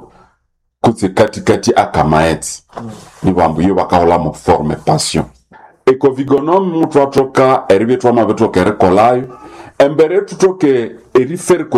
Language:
Nande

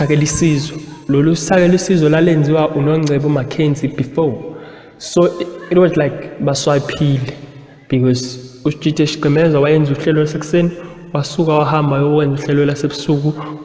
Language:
Zulu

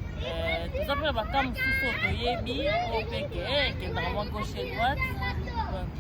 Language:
Lingala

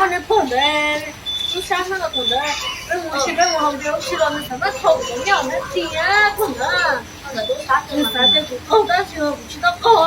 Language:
Hmong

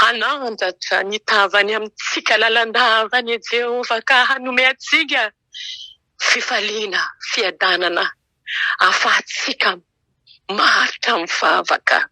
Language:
Malagasy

